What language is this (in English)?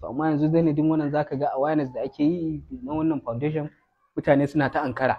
Hausa